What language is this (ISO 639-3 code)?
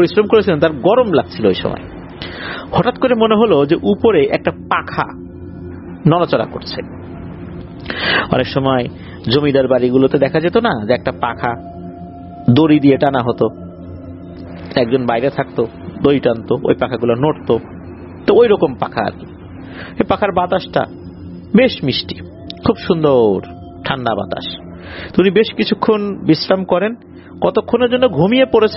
ben